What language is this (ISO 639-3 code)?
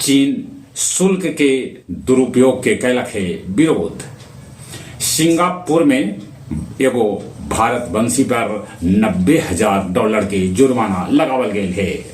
mag